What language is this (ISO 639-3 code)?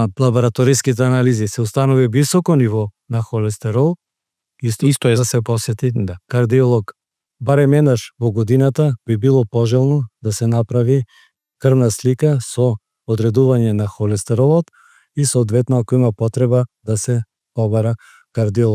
mkd